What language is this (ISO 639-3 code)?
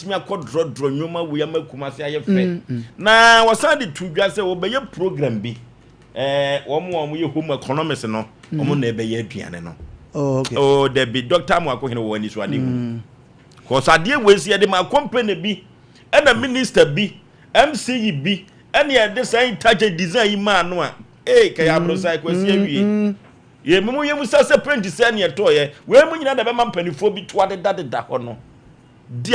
aka